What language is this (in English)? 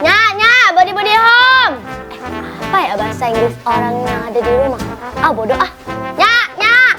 Betawi